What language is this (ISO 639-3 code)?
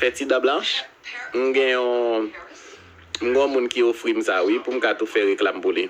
hat